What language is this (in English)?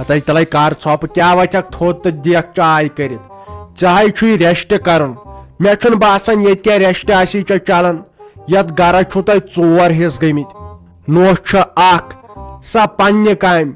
Kashmiri